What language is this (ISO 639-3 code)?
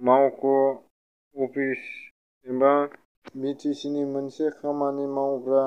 brx